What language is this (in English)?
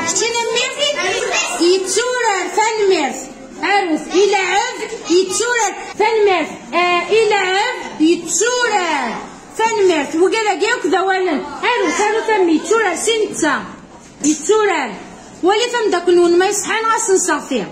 Kabyle